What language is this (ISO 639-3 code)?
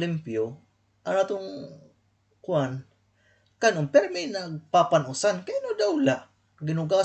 war